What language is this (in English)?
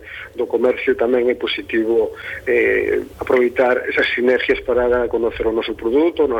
Galician